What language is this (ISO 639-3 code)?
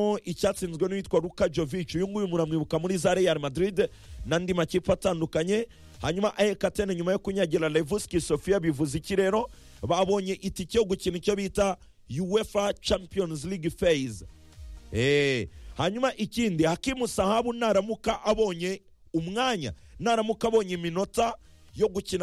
kin